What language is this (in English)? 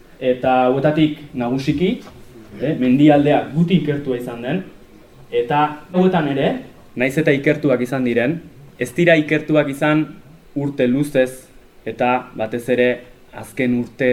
Basque